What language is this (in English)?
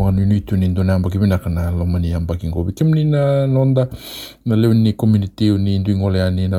Fijian